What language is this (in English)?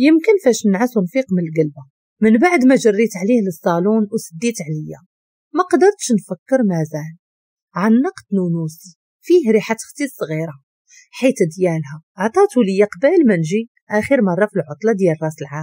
Moroccan Arabic